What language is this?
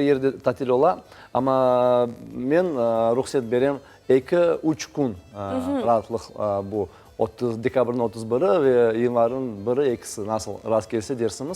Crimean Tatar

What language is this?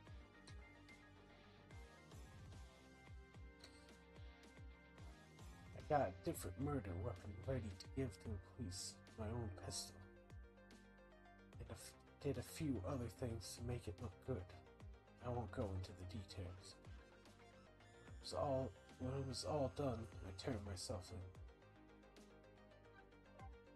English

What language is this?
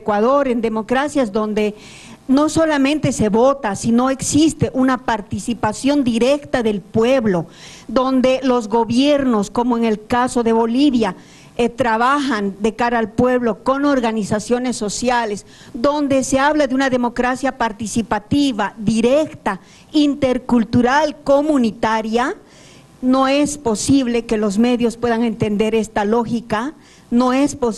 Spanish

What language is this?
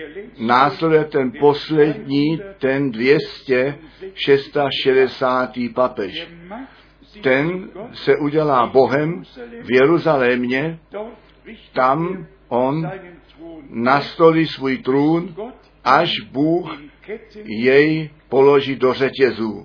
Czech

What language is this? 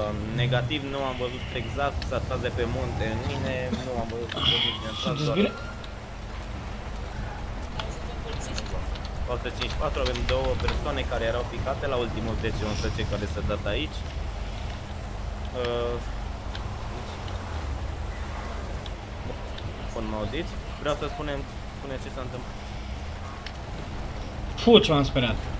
Romanian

